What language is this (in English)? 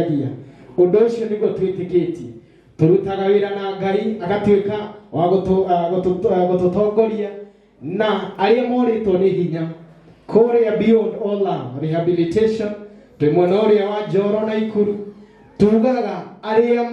Kikuyu